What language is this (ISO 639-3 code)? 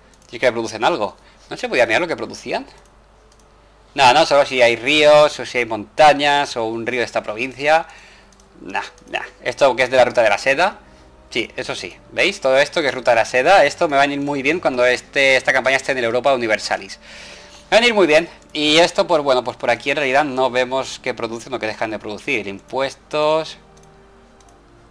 spa